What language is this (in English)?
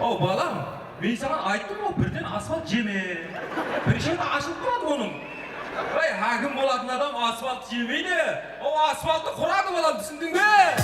Kara-Kalpak